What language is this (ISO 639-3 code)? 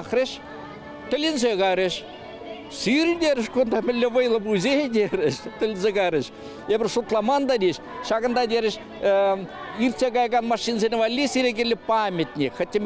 chv